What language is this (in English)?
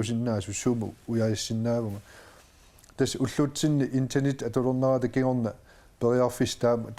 Kalaallisut